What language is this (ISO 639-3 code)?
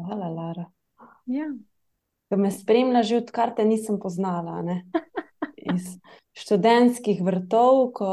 slv